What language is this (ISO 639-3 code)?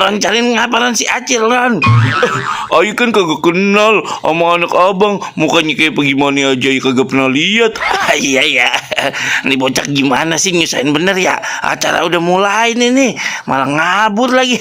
bew